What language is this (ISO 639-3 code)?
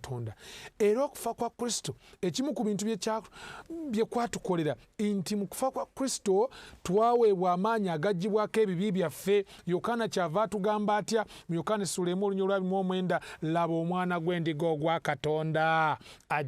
lug